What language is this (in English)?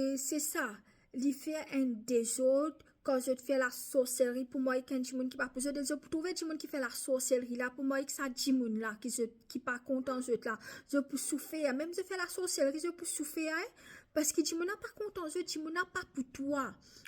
Morisyen